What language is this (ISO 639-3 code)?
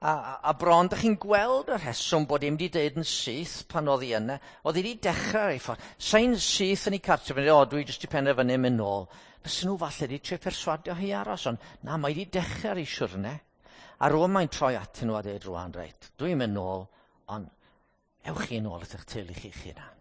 cym